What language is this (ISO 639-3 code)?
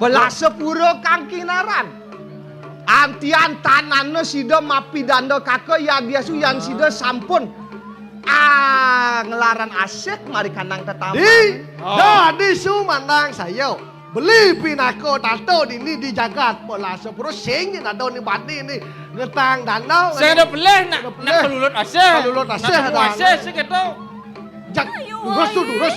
ban